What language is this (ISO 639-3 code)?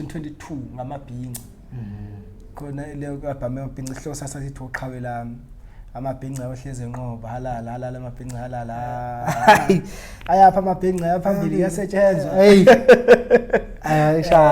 zul